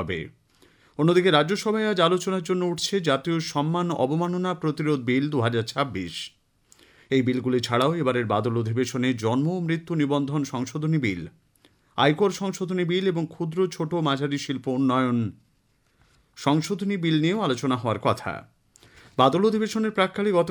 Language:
Bangla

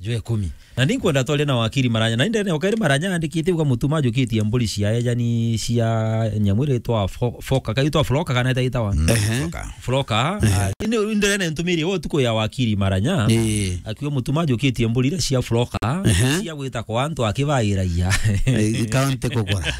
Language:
Meru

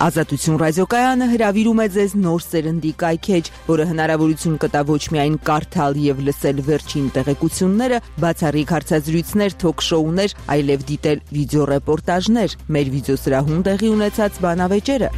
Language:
Armenian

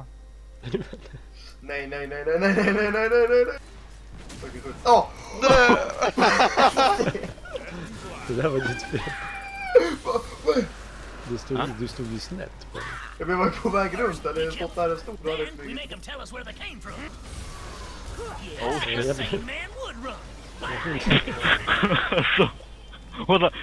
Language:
Swedish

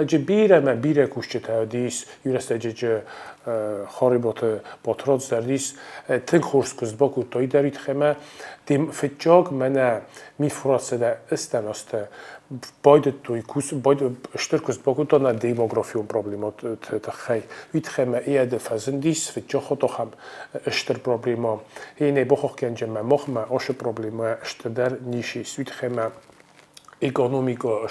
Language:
Ossetic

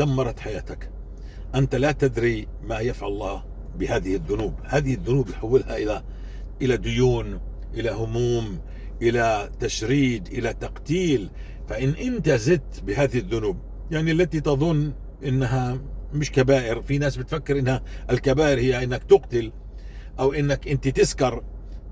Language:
North Levantine Arabic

